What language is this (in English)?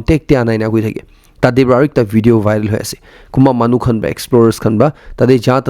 Naga Pidgin